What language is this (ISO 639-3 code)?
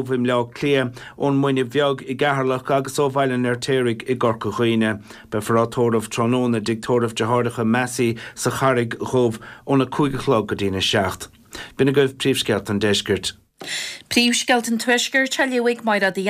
gle